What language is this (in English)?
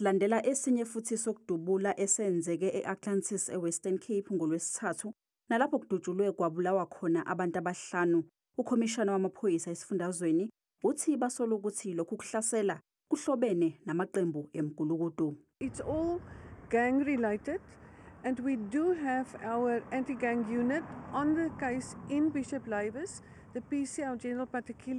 Zulu